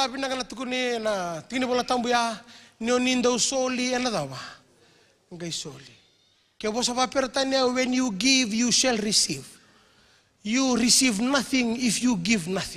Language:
Fijian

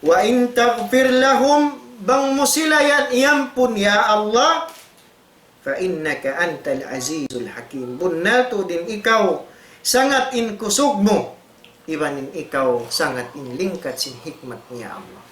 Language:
Tausug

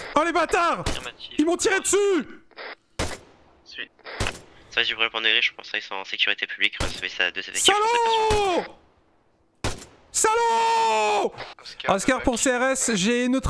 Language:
French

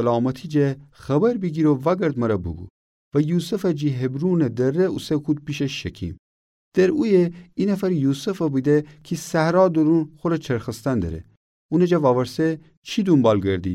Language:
Gilaki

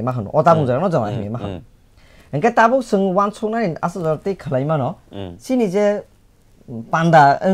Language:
Kok Borok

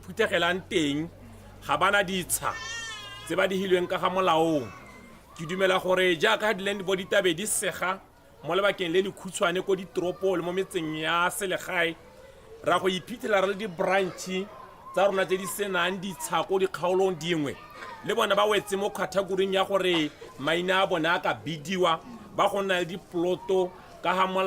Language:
Tswana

